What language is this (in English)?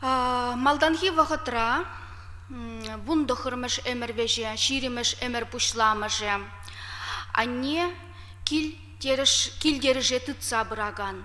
Chuvash